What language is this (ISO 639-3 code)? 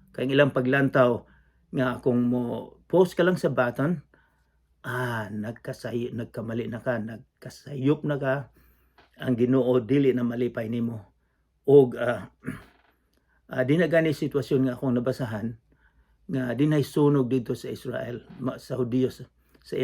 ceb